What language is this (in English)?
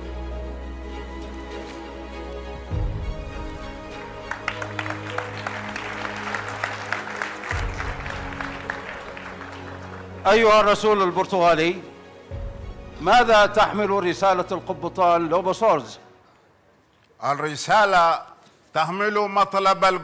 Arabic